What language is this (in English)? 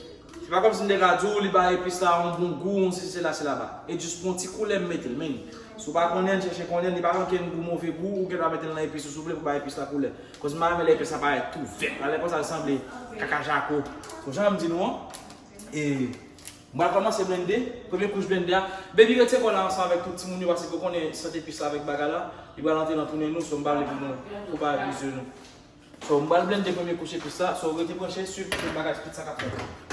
Haitian Creole